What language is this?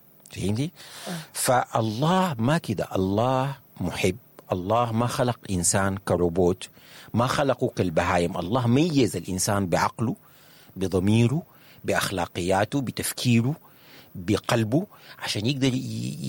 Sudanese Arabic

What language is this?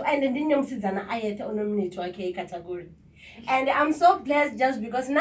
Venda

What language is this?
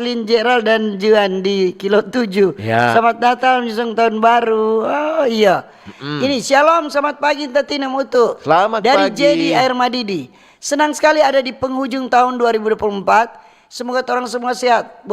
Manado Malay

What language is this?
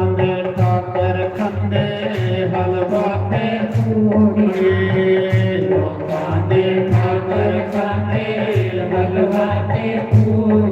Dogri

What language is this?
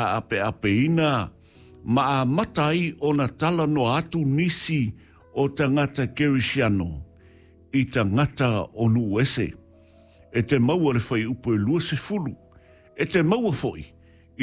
Samoan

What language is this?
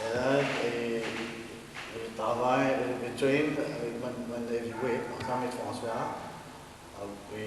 Morisyen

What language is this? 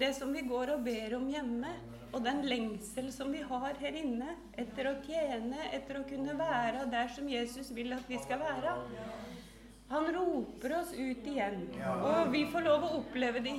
Norwegian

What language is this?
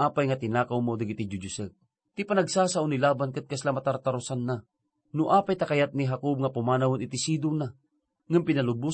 Iloko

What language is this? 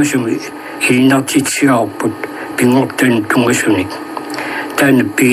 Kalaallisut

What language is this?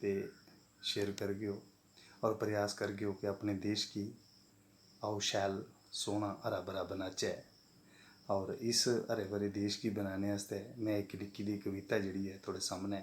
Dogri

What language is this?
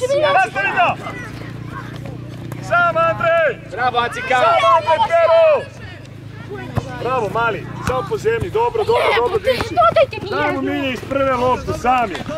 Serbian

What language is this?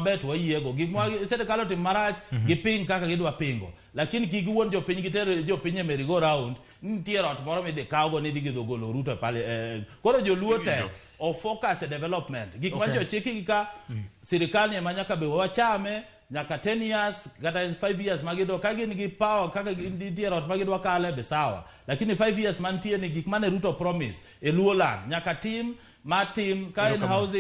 Luo (Kenya and Tanzania)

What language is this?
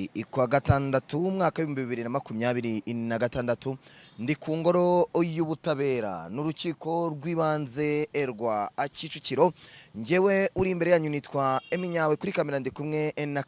Kinyarwanda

